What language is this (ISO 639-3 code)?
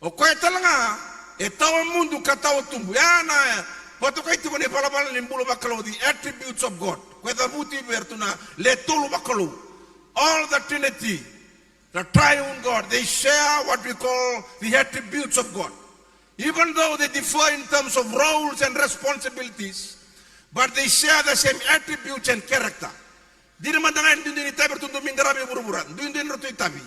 fij